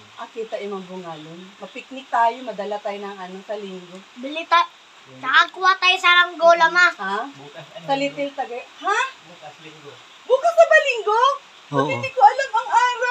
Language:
Filipino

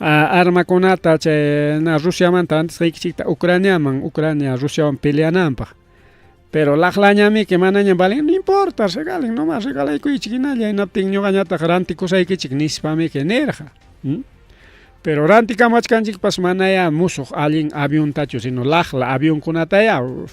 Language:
Ayacucho Quechua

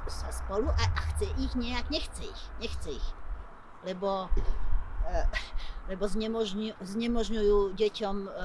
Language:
Slovak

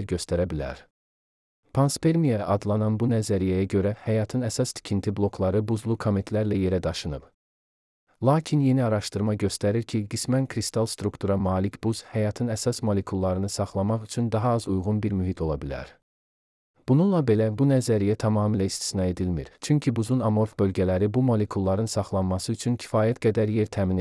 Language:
Azerbaijani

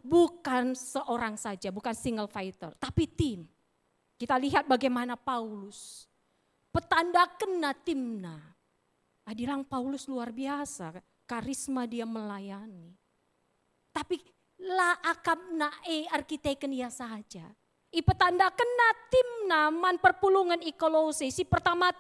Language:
Batak Karo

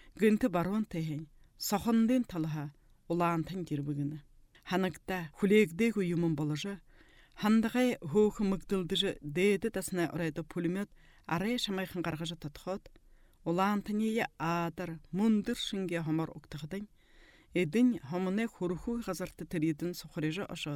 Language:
Buriat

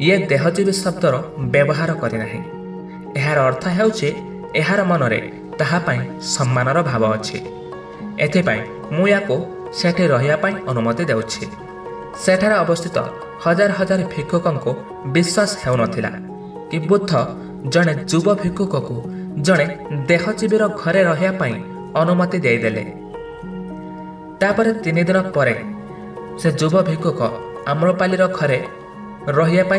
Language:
Odia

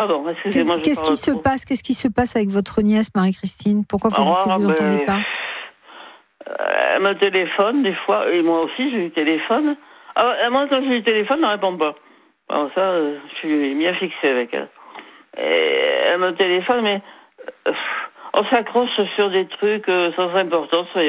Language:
French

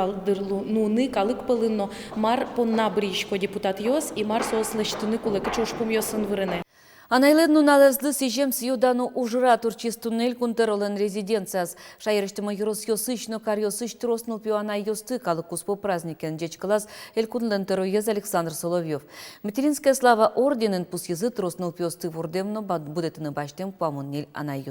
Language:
Udmurt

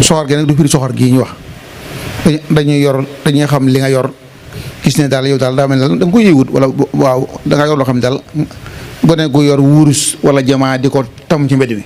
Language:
Wolof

